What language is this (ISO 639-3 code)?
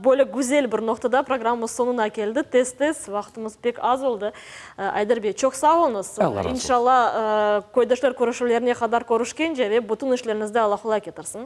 crh